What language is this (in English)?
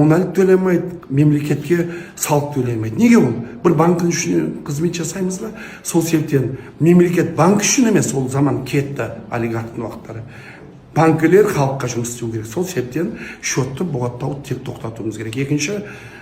Kazakh